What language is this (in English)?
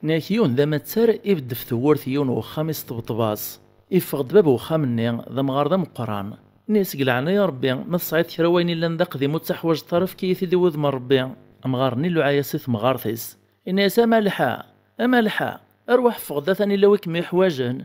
Kabyle